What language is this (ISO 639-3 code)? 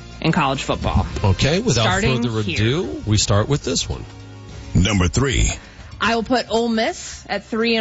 eng